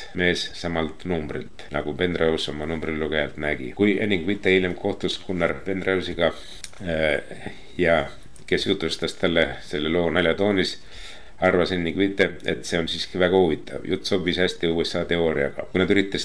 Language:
Estonian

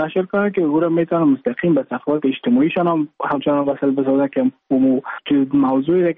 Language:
Persian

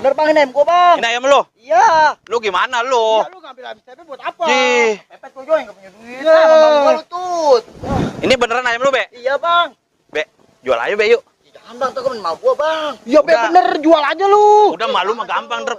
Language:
Betawi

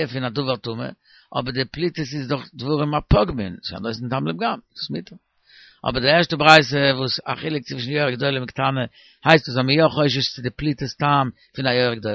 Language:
Yiddish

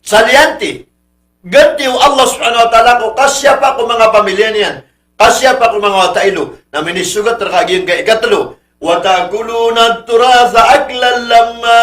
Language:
Maranao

